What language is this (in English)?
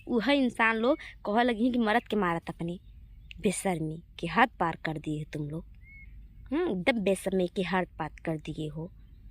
Bhojpuri